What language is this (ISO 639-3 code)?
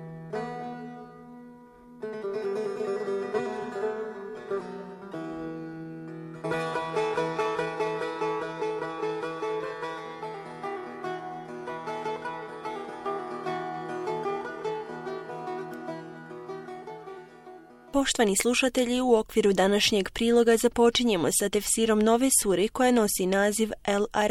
bos